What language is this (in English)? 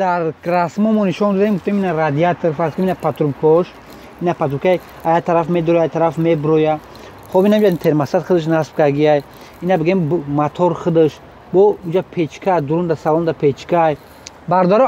Tajik